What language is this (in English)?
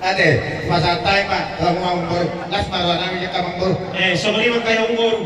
Batak Toba